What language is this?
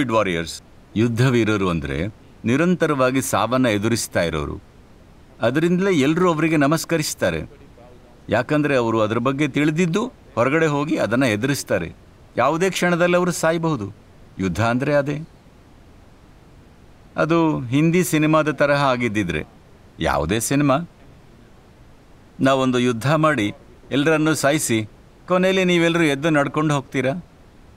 Kannada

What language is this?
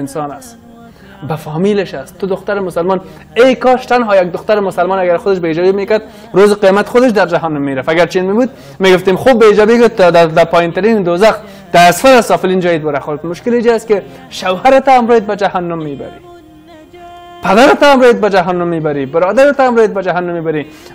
Persian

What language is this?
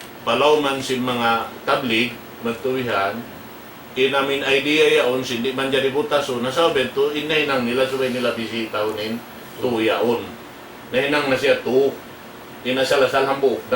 Tausug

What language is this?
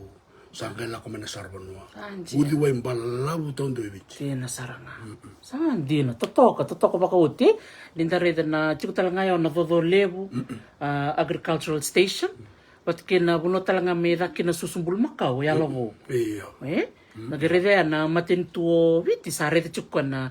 Fijian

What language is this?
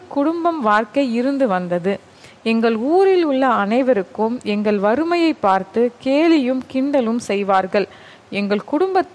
Tamil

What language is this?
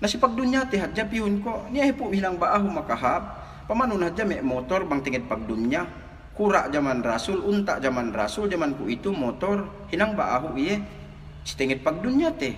Yakan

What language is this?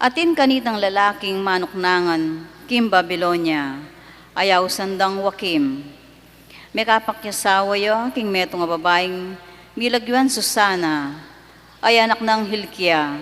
Pampanga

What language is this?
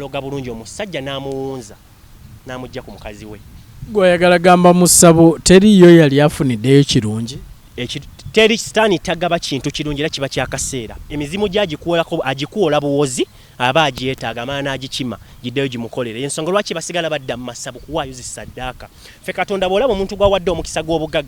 Ganda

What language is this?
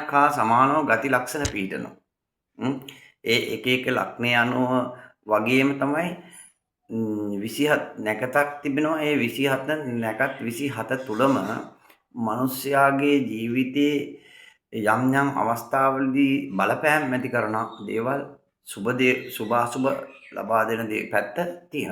Sinhala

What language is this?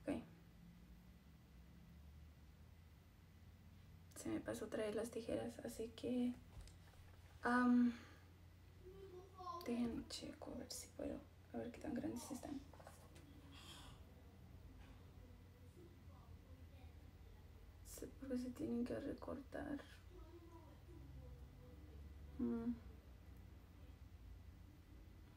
Spanish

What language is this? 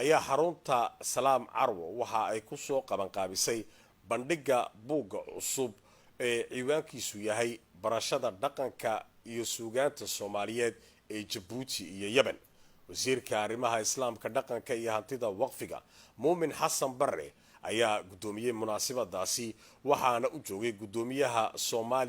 Somali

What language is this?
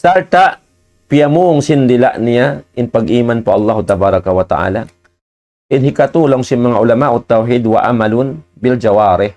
Tausug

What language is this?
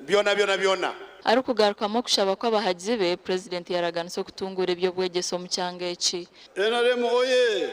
Nyankole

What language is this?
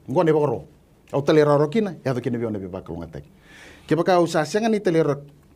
Fijian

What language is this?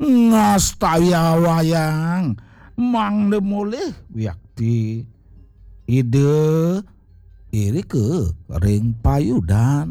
Balinese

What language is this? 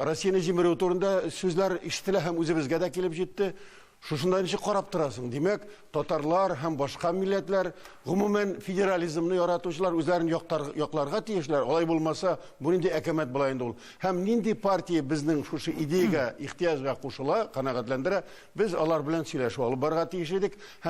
Tatar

